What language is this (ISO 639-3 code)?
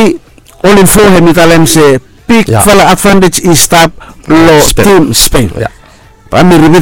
bis